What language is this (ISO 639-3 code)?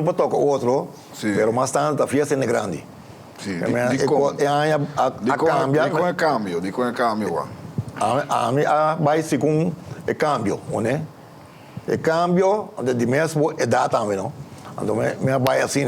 pap